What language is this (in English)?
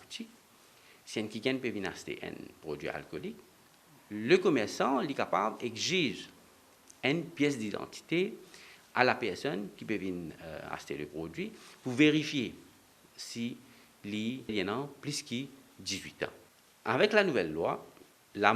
Morisyen